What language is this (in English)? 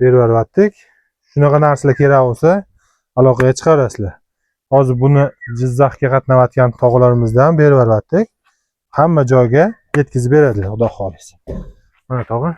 Uzbek